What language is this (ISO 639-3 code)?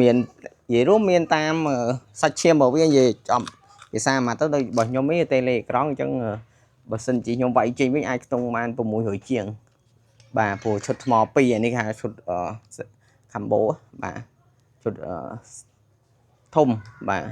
khm